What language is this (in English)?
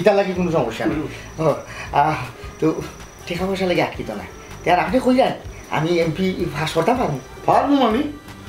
Sylheti